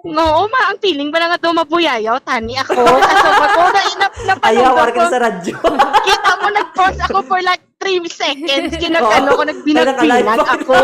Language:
Hiligaynon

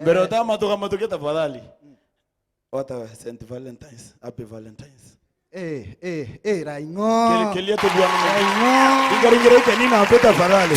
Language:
Meru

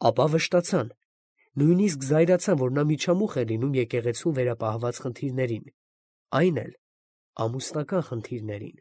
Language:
Armenian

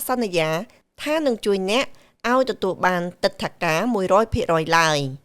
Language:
Khmer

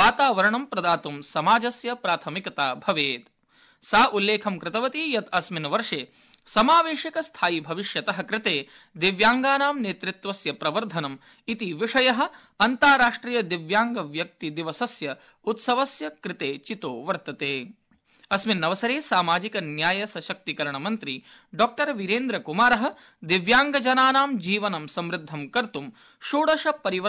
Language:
Sanskrit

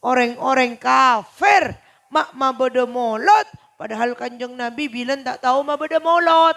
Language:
Madurese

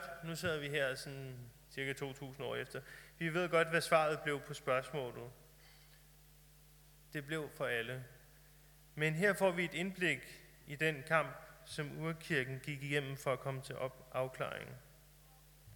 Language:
Danish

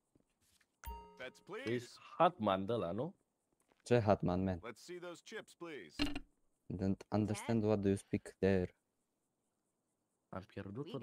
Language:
Romanian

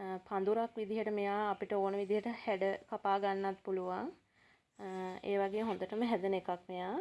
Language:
Sinhala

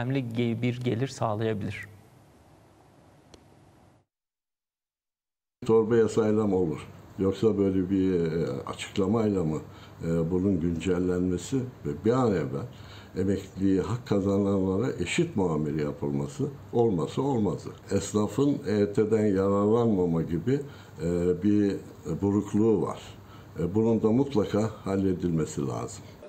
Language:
Turkish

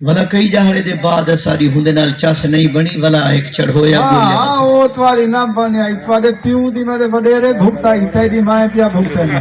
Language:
Saraiki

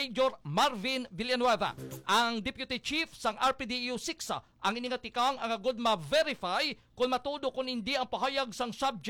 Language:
Hiligaynon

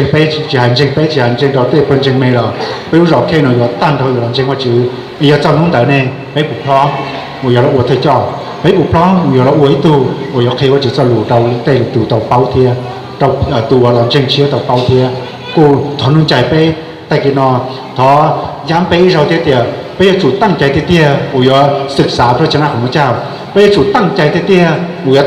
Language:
Hmong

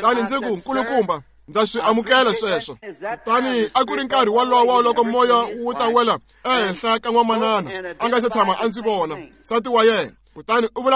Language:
Tsonga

